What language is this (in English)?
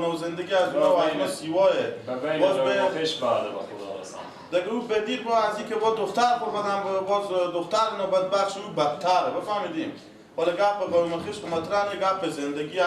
Persian